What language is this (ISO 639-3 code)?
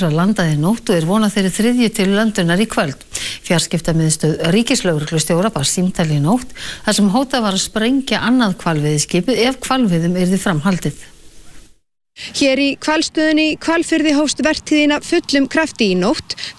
isl